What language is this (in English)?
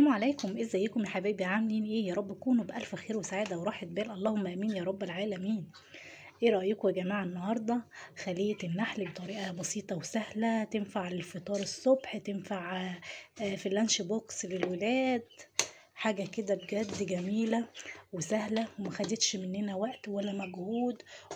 Egyptian Arabic